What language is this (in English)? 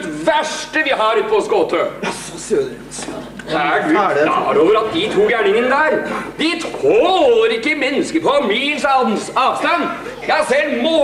Norwegian